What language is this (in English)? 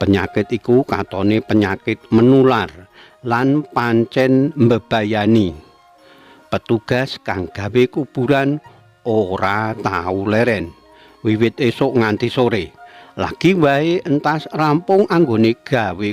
Javanese